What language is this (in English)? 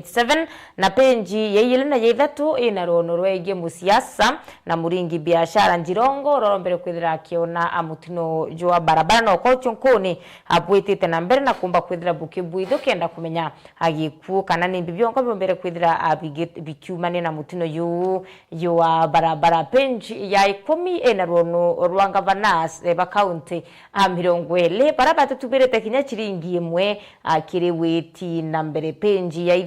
Meru